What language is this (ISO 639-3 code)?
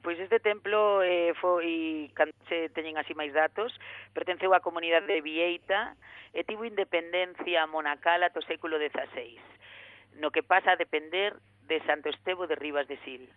glg